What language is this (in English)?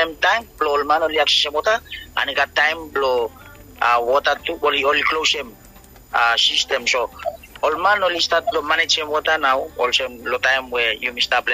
Bislama